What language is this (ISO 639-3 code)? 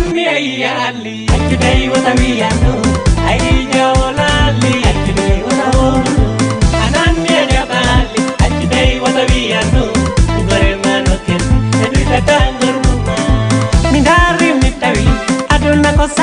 ful